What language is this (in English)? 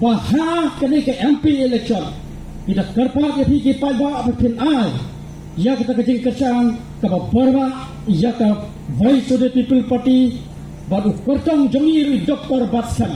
Khasi